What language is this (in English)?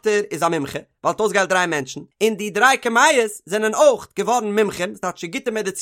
Yiddish